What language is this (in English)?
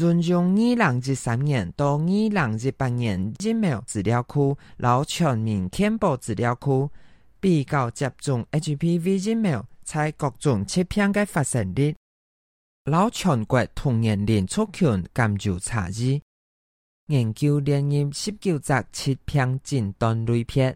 Hakka Chinese